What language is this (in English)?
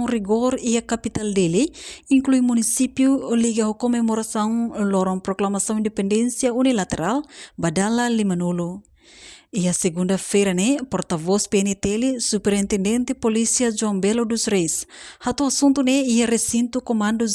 Tetum